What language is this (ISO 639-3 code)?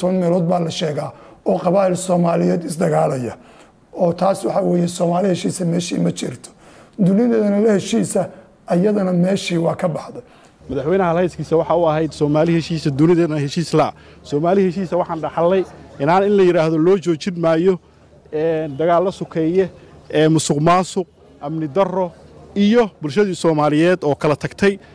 som